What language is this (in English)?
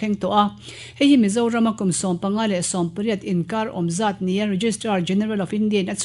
Mizo